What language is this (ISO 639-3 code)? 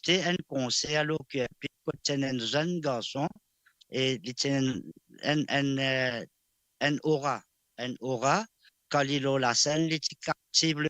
mfe